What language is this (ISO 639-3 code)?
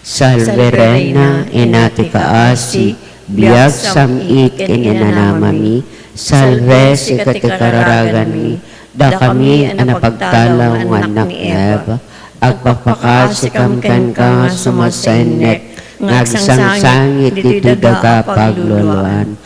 ilo